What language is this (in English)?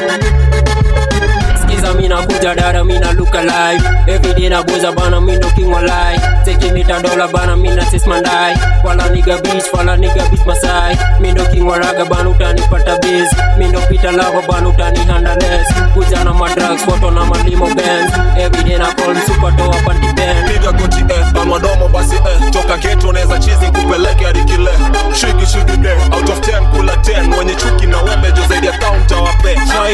Swahili